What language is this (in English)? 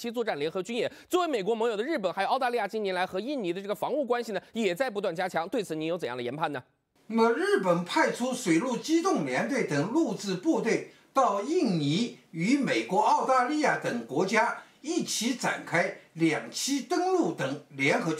Chinese